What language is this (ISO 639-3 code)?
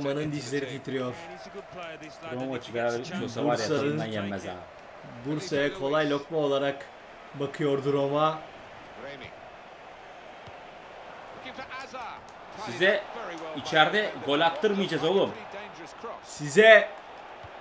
tur